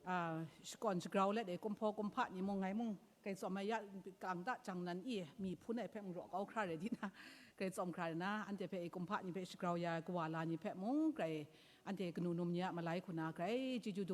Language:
Kachin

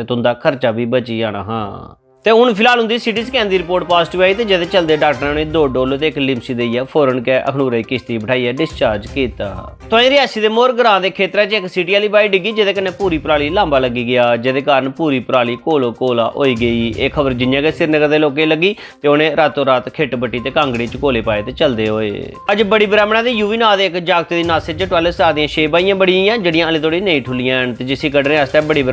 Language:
Dogri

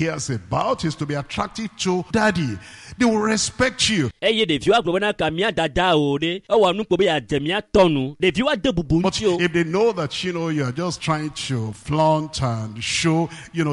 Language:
Ewe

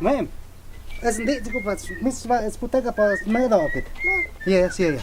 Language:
Totontepec Mixe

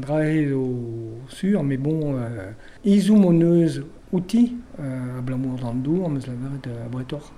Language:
Breton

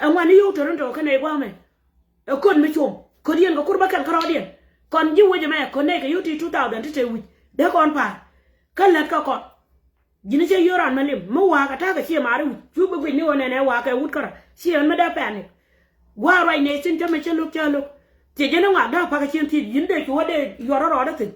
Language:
Nuer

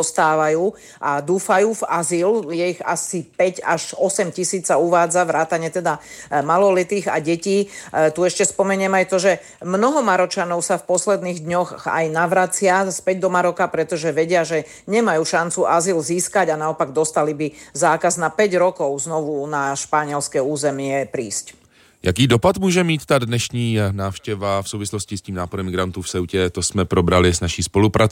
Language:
Slovak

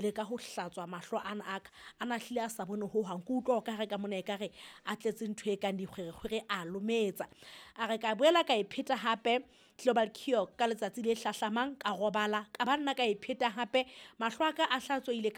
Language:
Southern Sotho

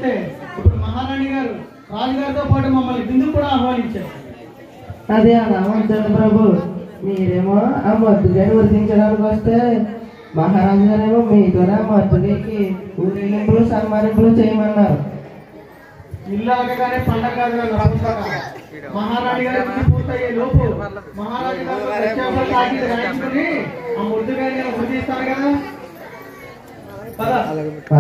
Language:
Telugu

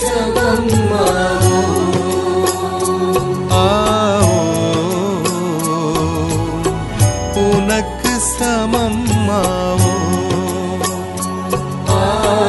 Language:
Tamil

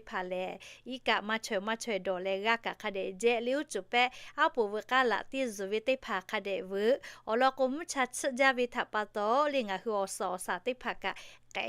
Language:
Lahu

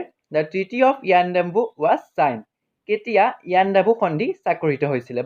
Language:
Assamese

